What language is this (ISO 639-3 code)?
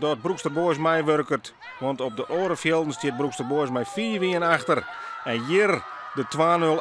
fry